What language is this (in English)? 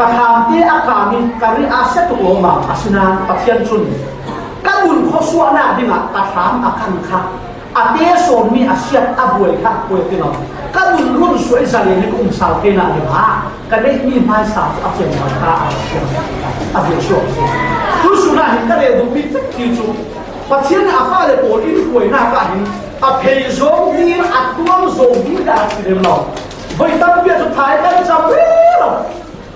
Falam Chin